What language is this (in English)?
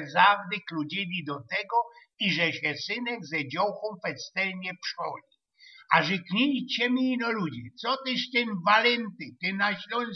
Silesian